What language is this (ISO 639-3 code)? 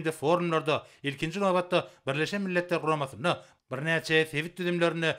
tuk